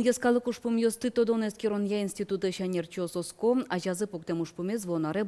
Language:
Udmurt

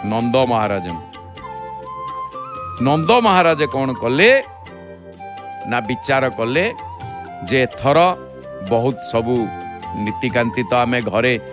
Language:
Odia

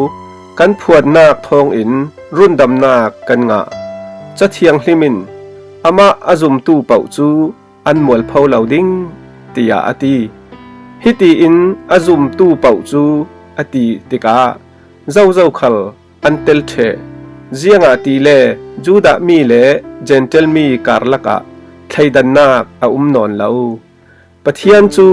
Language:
Falam Chin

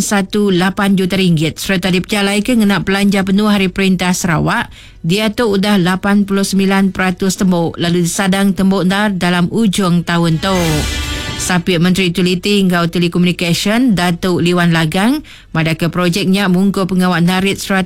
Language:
Iban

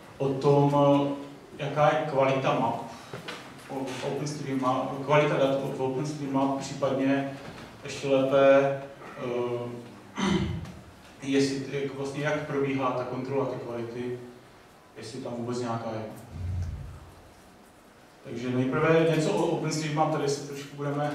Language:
Czech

